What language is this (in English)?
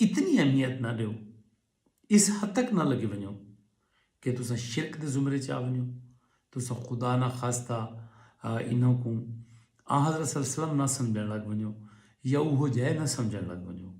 Saraiki